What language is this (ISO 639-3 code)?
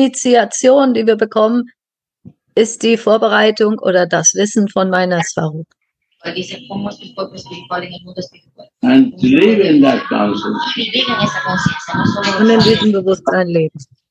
deu